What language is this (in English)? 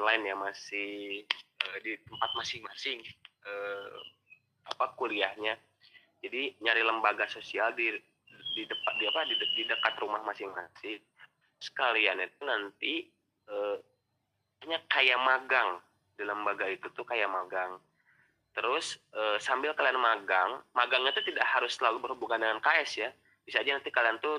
Indonesian